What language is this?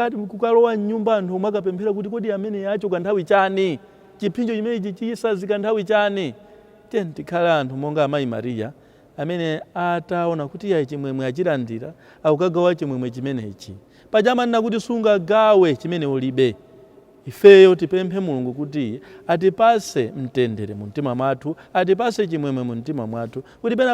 Nyanja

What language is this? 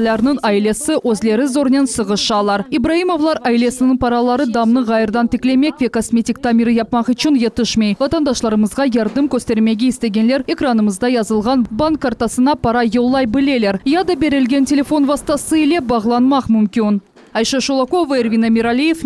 Crimean Tatar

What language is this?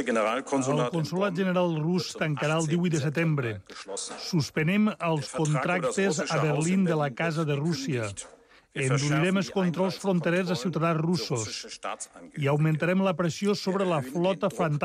Catalan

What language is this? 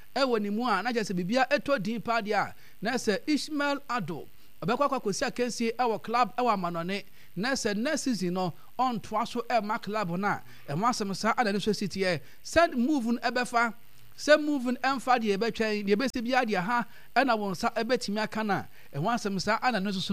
Akan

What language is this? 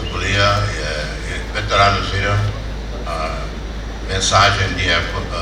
Tetum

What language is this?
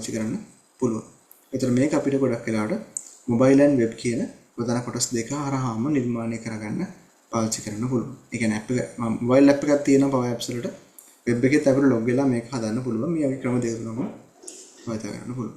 Sinhala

